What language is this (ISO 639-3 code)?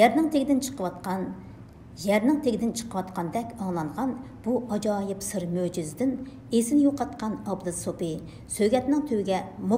uig